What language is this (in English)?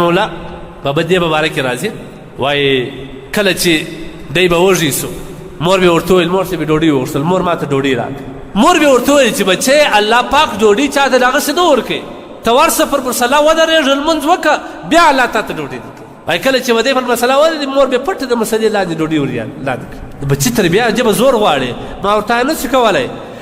Pashto